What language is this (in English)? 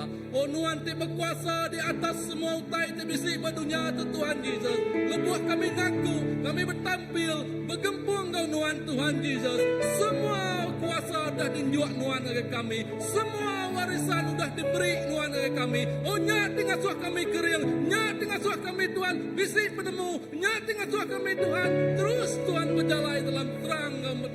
Iban